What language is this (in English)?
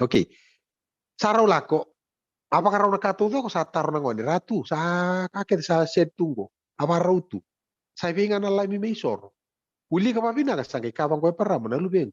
Fijian